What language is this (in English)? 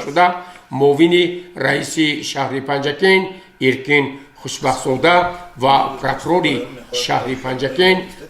Tajik